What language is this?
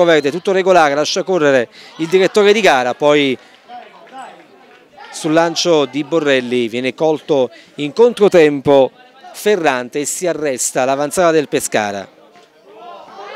Italian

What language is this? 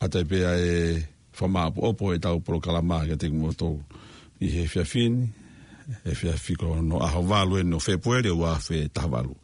Tongan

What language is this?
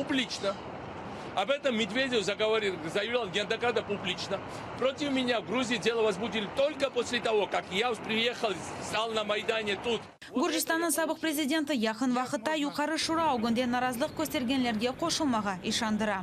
Crimean Tatar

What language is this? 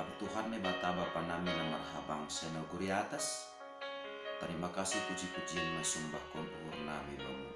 Batak Simalungun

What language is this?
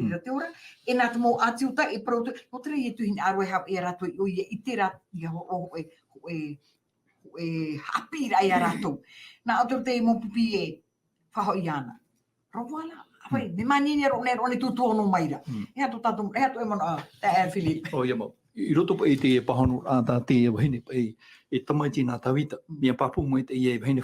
Tahitian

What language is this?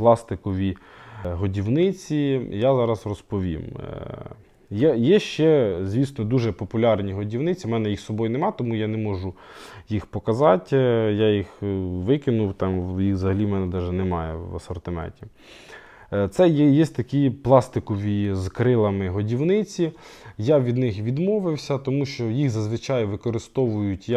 Ukrainian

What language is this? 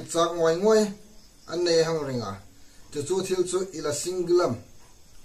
Hmar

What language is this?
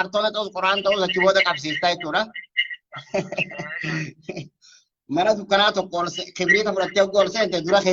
Oromo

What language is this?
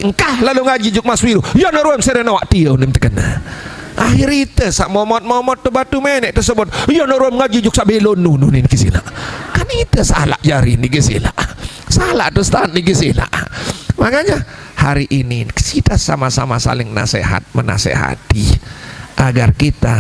Sasak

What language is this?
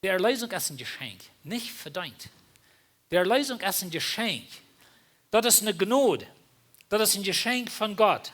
Plautdietsch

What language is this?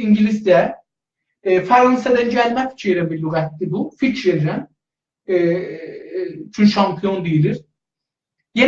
South Azerbaijani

